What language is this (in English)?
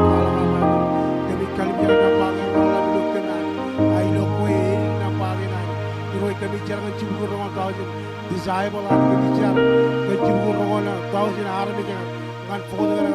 Marshallese